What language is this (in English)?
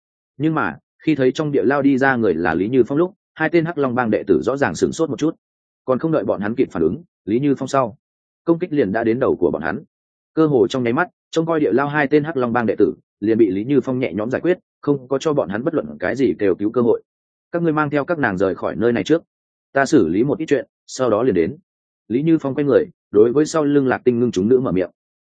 Vietnamese